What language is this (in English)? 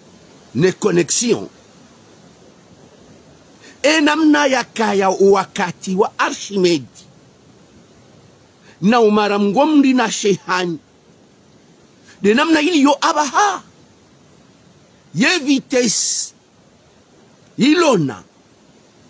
Swahili